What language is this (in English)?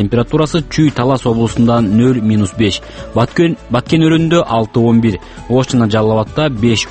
Kyrgyz